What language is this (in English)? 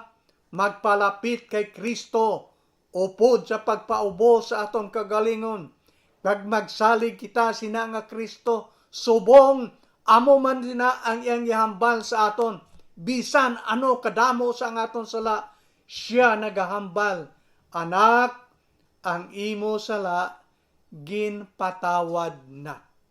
Hiligaynon